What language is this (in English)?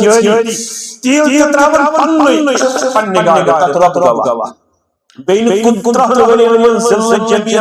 Kashmiri